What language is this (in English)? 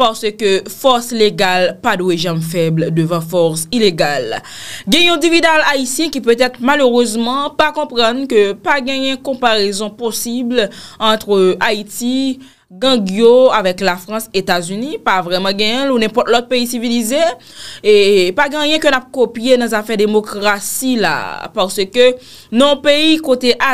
Haitian Creole